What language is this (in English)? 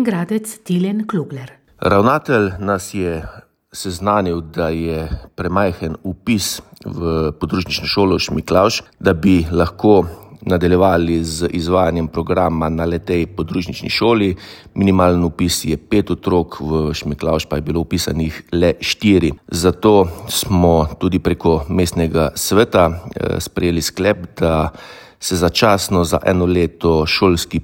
Slovenian